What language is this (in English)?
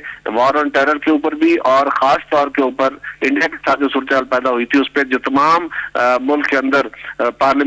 Urdu